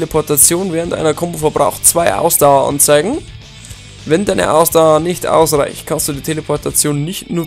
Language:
Bavarian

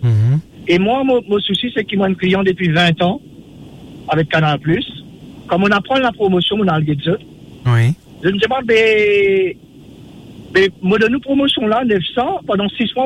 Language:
Morisyen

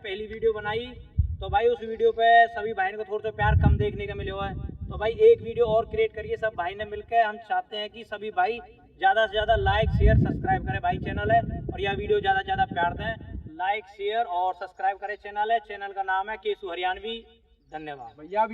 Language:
Braj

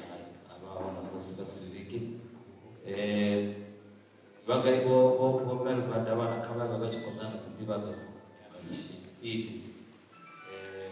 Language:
Venda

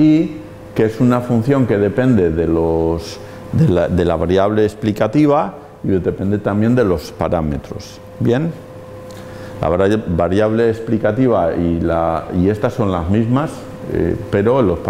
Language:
Spanish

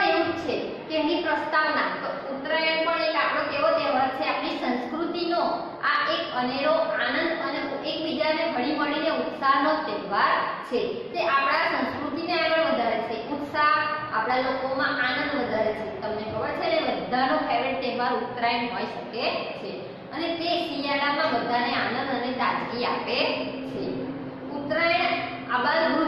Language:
Gujarati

